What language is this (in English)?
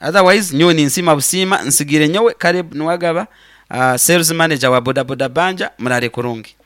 Nyankole